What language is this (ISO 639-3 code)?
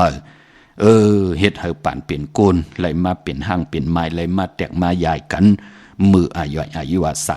shn